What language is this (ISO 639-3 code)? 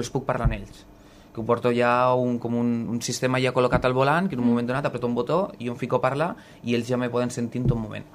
cat